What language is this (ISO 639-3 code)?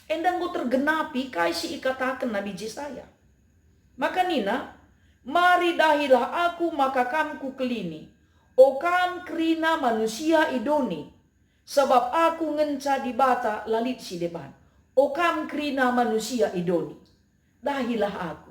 btx